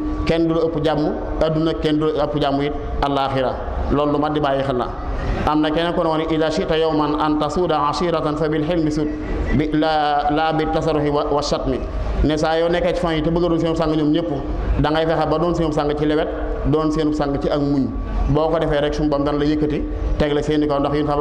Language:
Wolof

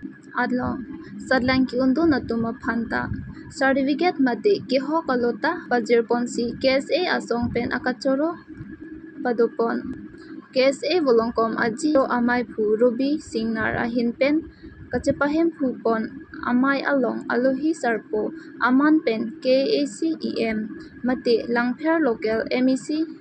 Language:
Karbi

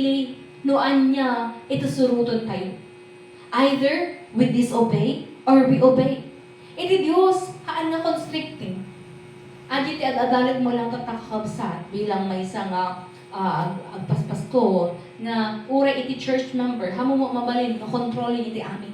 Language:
Iloko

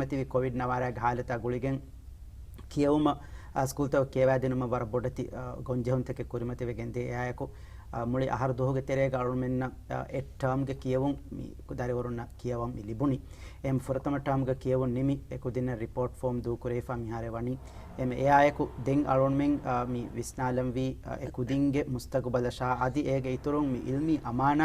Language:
Divehi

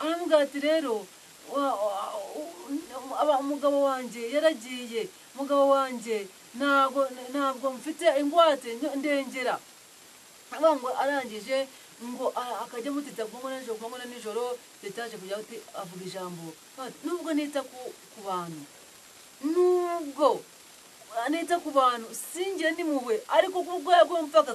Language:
Kinyarwanda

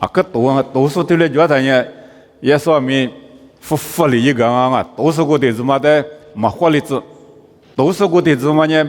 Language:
Lisu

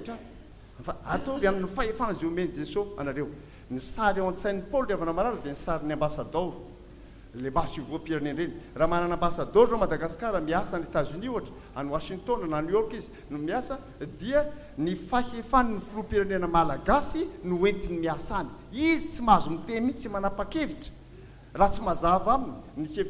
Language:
Malagasy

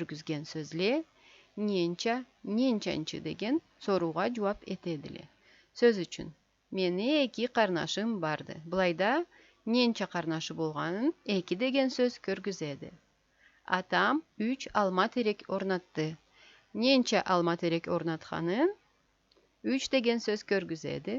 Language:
Karachay-Balkar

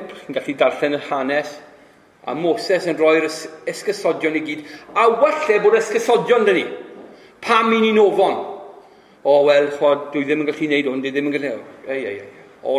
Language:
Welsh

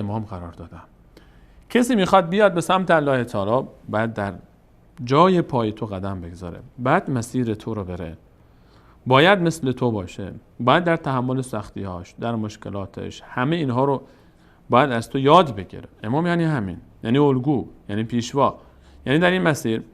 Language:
Persian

